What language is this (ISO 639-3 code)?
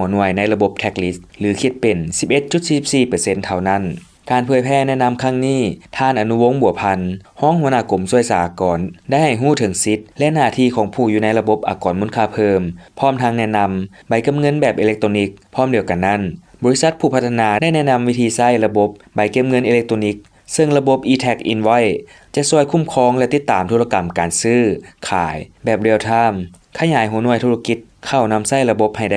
lao